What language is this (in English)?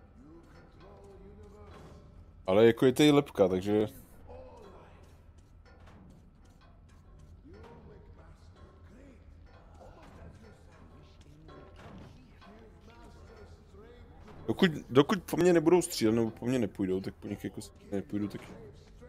Czech